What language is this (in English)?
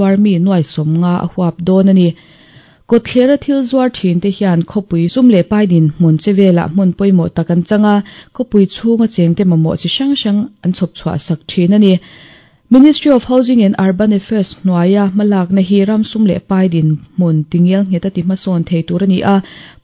Mizo